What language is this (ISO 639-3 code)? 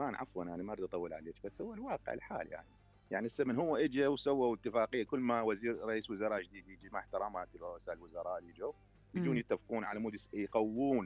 acm